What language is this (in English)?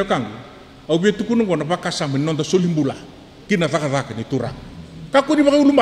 Fijian